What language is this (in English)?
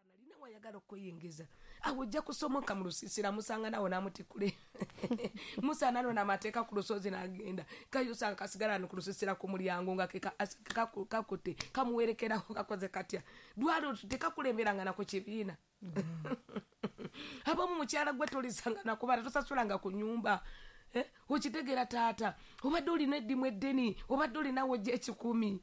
Ganda